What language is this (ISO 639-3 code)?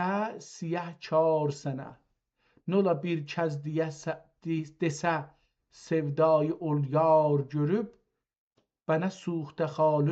azb